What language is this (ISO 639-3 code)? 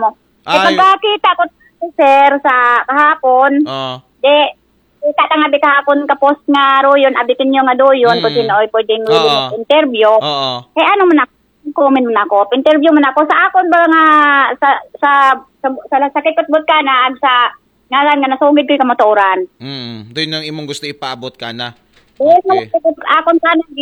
akl